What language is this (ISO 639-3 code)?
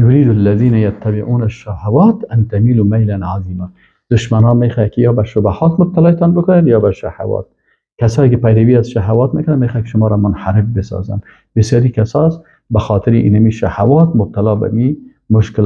fas